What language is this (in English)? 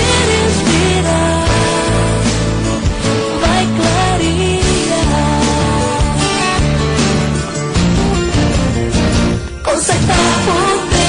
Portuguese